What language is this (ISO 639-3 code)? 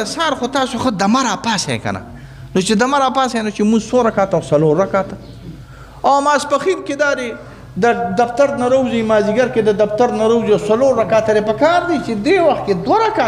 pus